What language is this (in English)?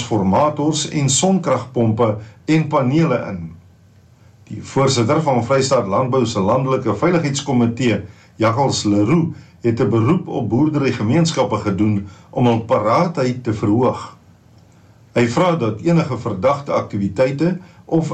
Afrikaans